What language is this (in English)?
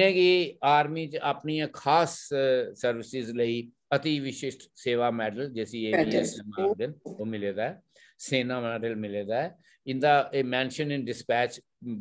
Dogri